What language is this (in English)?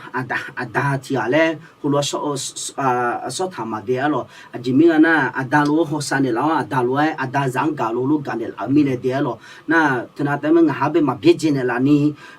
Akha